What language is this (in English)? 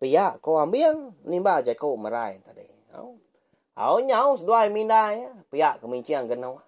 Iban